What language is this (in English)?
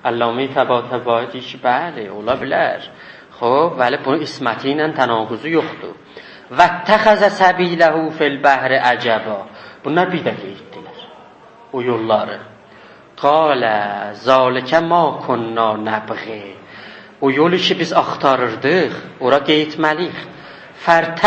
South Azerbaijani